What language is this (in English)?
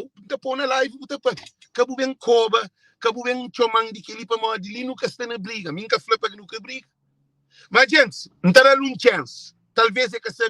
Kabuverdianu